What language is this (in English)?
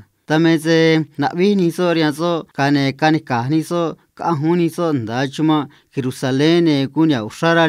Copala Triqui